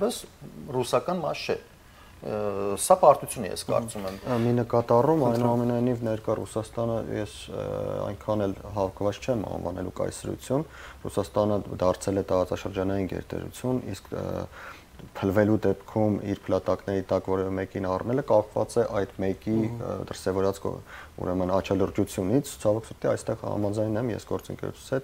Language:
Armenian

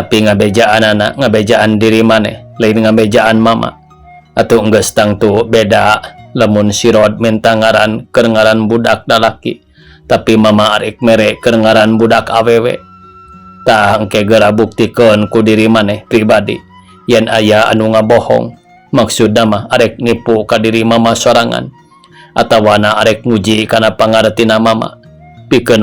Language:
Sundanese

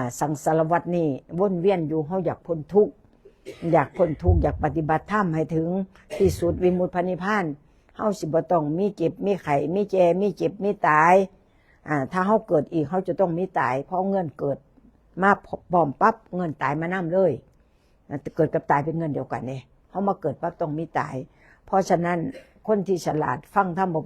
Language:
Northeastern Thai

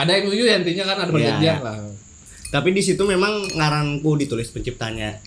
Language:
Banjar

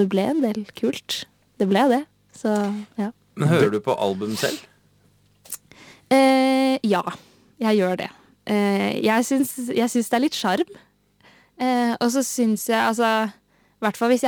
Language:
Norwegian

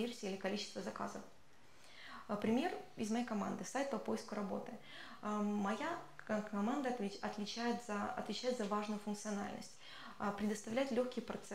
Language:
Russian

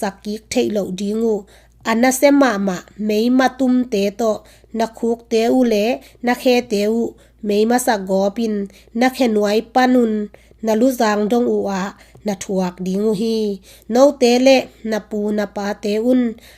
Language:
Tedim Chin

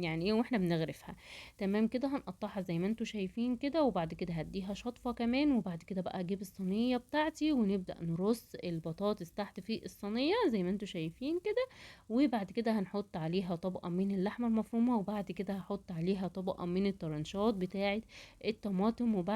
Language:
Egyptian Arabic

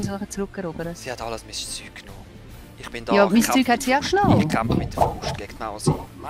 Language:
Swiss German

